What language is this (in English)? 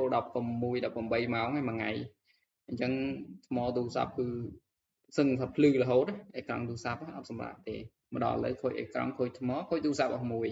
Khmer